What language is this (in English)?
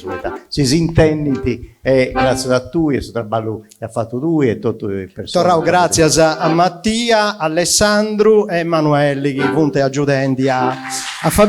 Sardinian